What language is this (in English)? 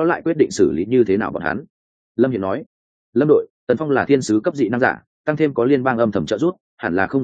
Vietnamese